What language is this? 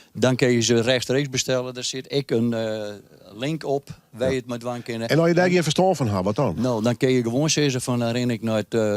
Western Frisian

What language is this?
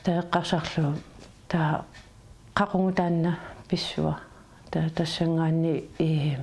Kalaallisut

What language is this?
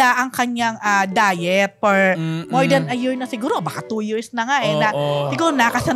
Filipino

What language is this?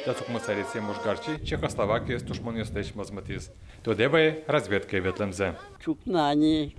Udmurt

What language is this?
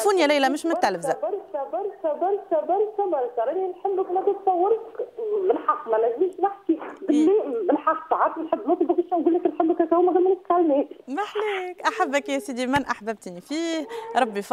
Tunisian Arabic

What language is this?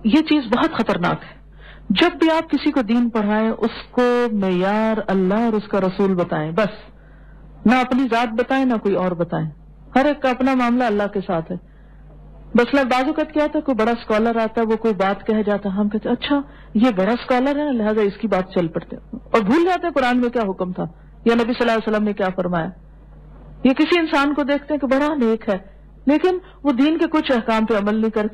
Urdu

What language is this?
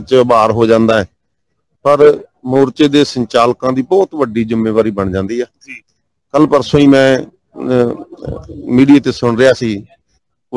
Punjabi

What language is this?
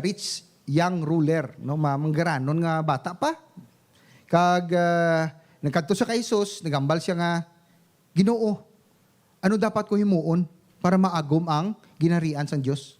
Hiligaynon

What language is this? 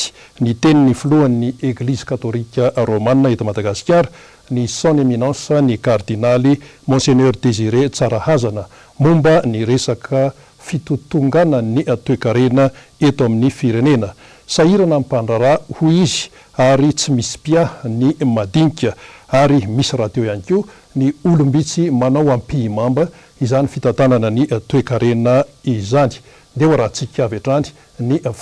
Malagasy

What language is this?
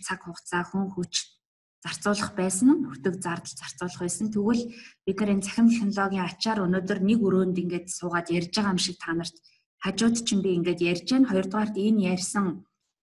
Mongolian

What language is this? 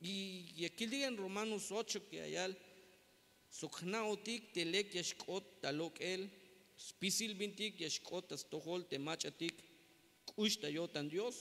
Tzeltal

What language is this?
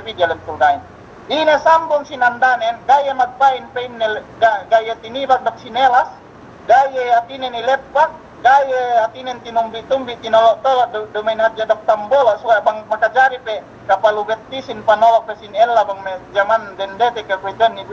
Yakan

